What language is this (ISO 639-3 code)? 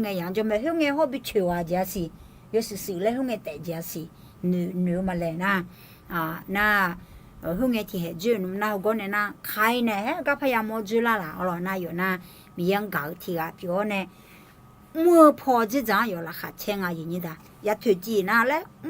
ahk